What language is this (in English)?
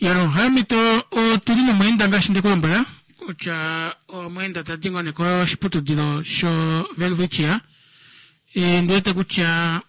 Kuanyama